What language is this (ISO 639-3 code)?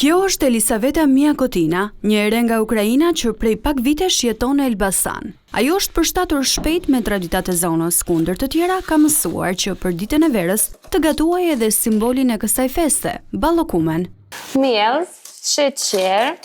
sqi